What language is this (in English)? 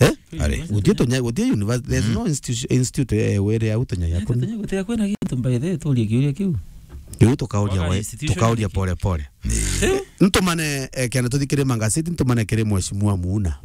Meru